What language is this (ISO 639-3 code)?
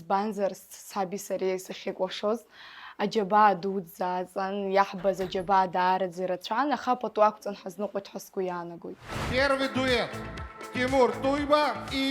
abk